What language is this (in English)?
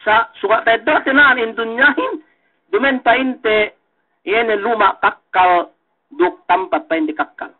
Yakan